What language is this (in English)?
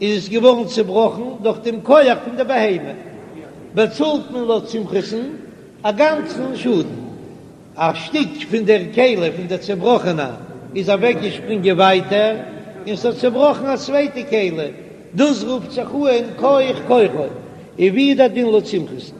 Yiddish